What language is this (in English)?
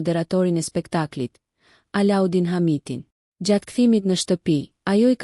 Albanian